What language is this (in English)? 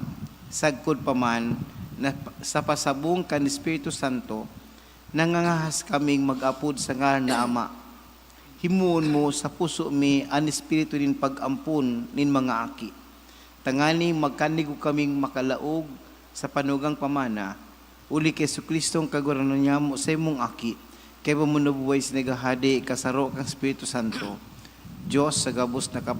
Bikol